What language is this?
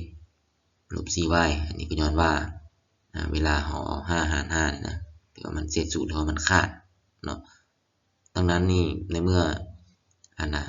Lao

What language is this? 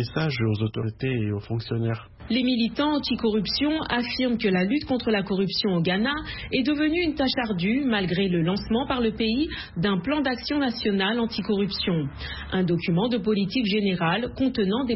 French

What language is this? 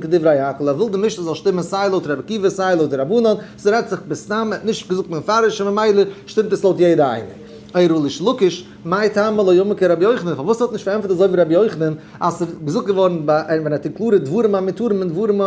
Yiddish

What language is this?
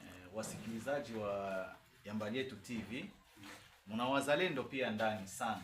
Swahili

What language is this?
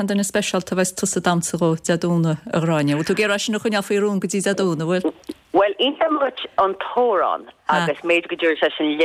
Irish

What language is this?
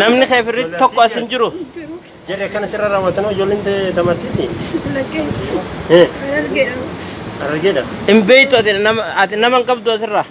Oromo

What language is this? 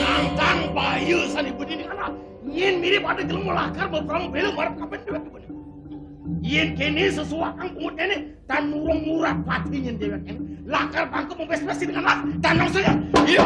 Balinese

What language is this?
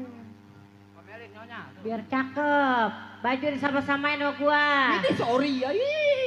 Betawi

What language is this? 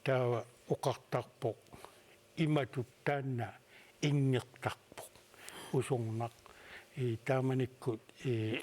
Kalaallisut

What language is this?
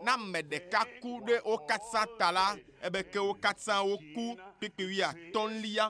Ewe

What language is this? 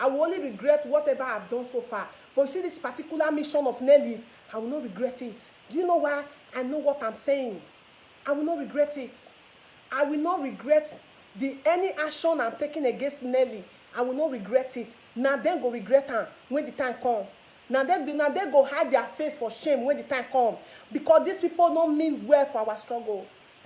Nigerian Pidgin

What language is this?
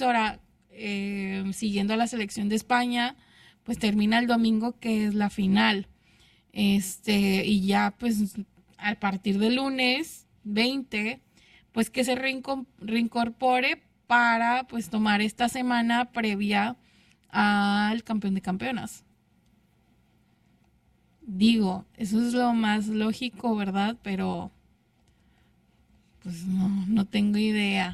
Spanish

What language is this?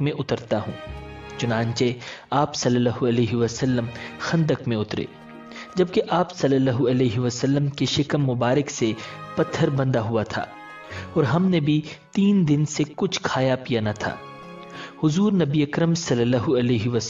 Urdu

